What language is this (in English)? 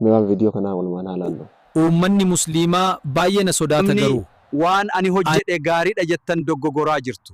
Oromo